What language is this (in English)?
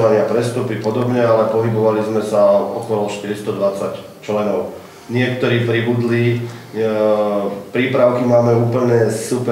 Slovak